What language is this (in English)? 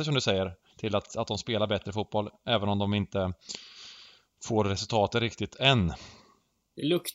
Swedish